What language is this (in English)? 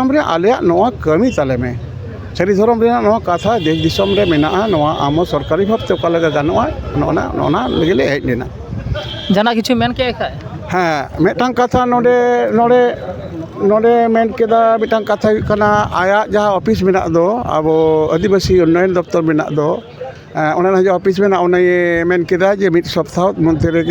Santali